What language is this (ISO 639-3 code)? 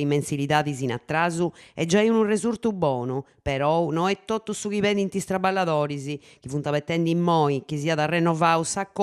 srd